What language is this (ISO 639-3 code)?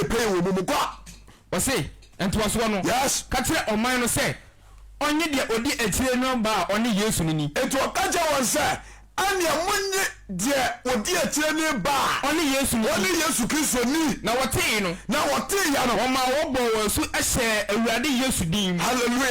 aka